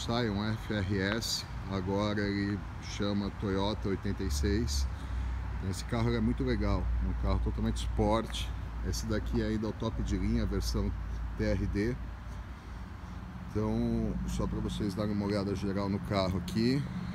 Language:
Portuguese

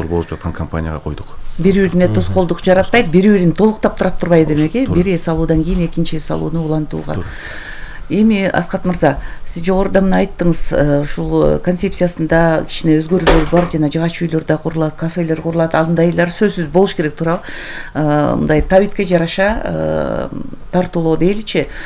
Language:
Kyrgyz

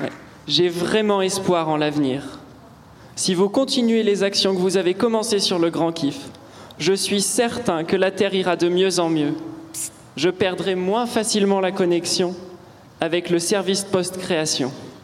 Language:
French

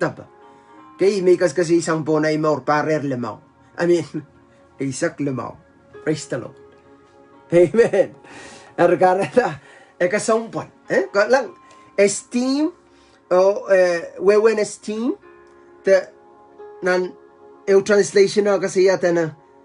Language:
Pohnpeian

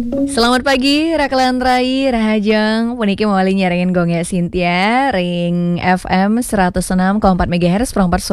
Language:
Balinese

